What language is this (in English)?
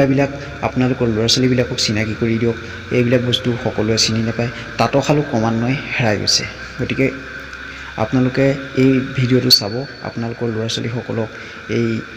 Assamese